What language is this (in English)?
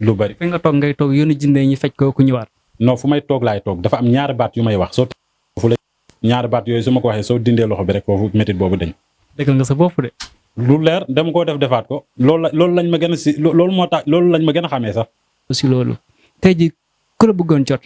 Wolof